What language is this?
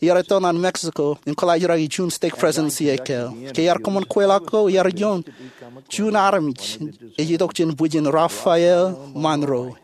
Marshallese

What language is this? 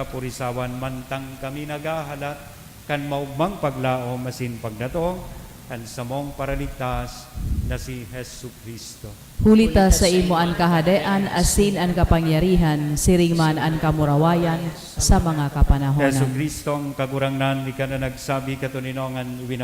Bikol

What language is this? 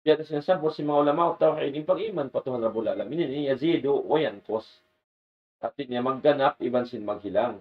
Tausug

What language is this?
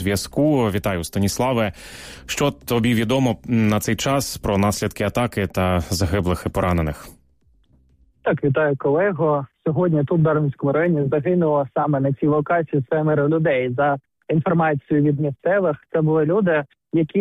Ukrainian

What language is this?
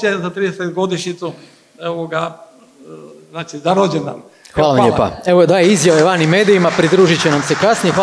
Croatian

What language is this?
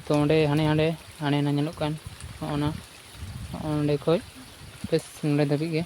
Santali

